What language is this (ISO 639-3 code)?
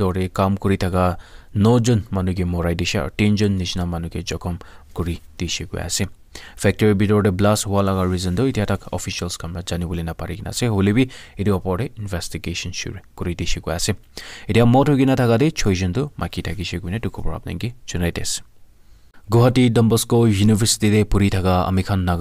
nag